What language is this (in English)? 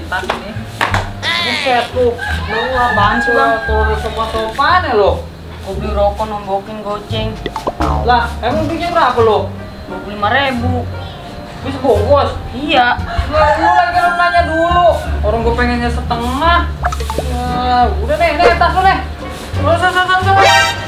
Betawi